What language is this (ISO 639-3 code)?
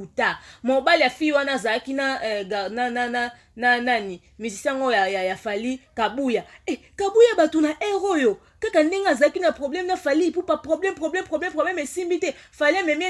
lin